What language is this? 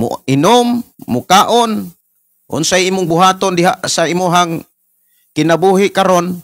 Cebuano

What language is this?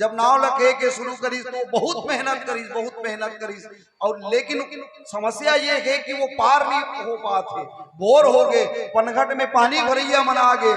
Chhattisgarhi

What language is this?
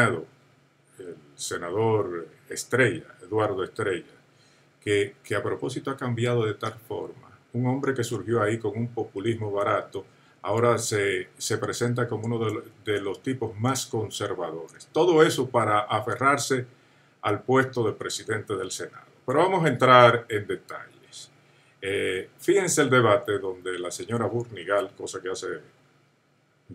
Spanish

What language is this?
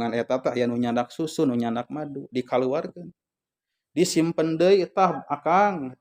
Sundanese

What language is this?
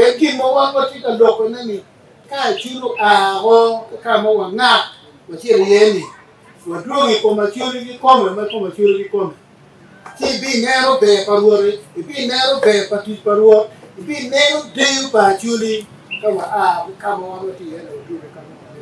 Acoli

